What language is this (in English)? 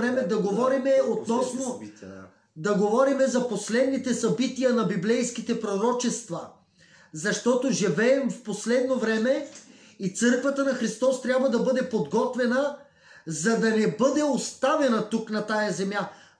Bulgarian